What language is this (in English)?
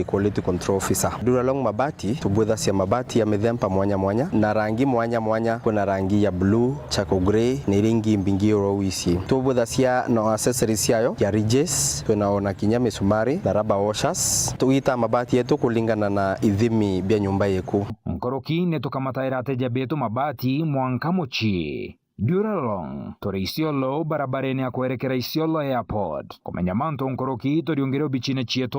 Meru